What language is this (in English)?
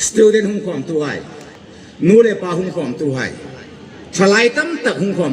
Hmar